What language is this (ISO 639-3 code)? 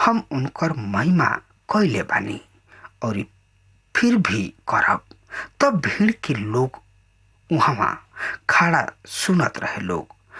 bho